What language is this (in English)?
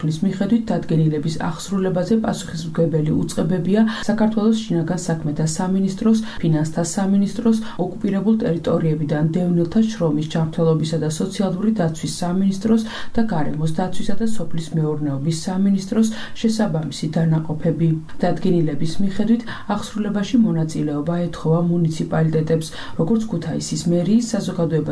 Georgian